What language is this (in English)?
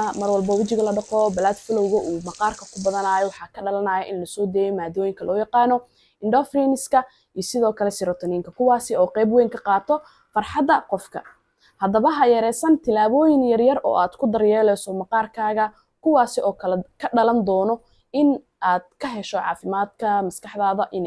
Somali